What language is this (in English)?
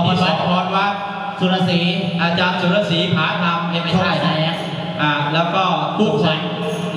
Thai